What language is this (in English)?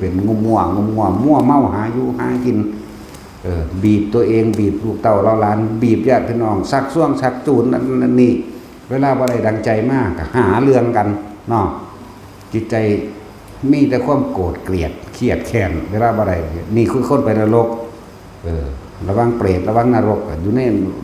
Northeastern Thai